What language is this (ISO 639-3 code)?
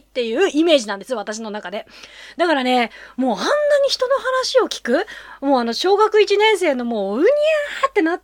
jpn